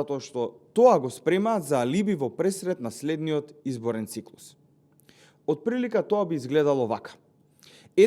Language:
Macedonian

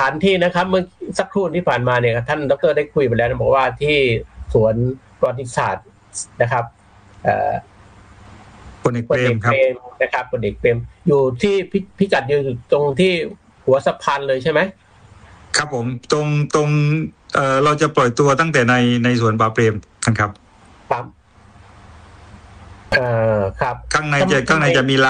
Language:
Thai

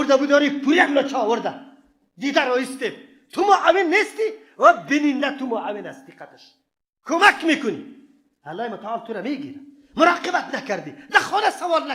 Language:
Persian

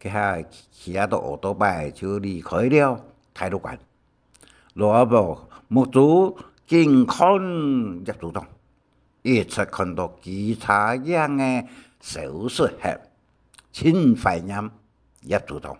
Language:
Hakka Chinese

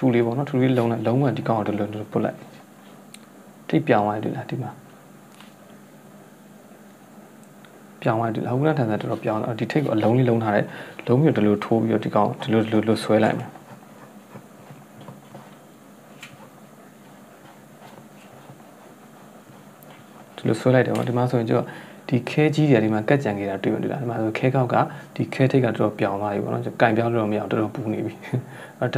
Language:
Burmese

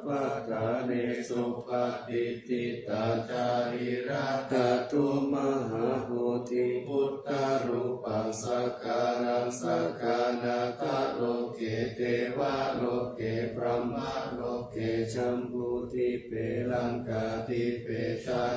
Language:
Pali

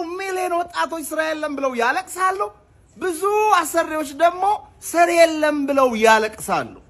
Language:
Amharic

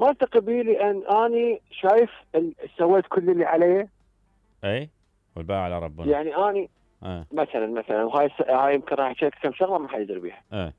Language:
Mesopotamian Arabic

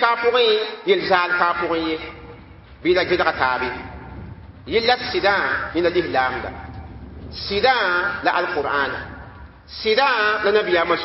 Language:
Mossi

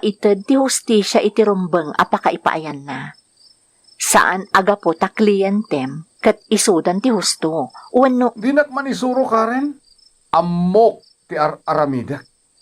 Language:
Iloko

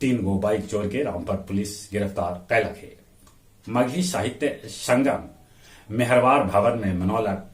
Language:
Magahi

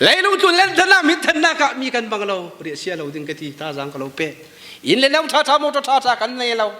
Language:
Falam Chin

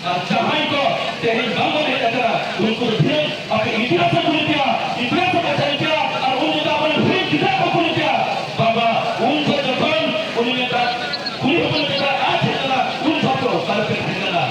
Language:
Santali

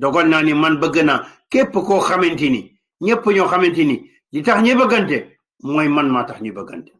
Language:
Wolof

